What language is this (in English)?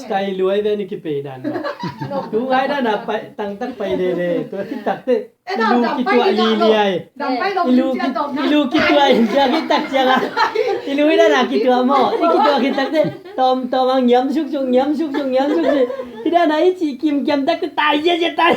Tedim Chin